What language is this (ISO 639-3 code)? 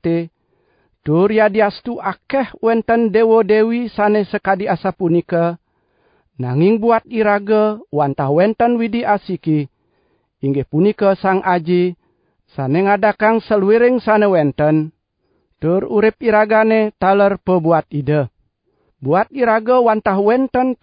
ban